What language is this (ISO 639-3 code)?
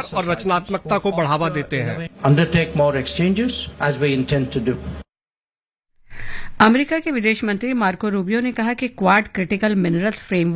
hin